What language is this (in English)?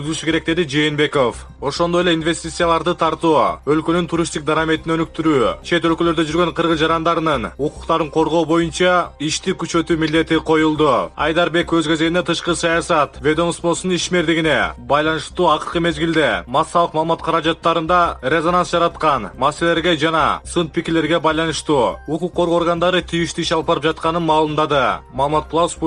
Kyrgyz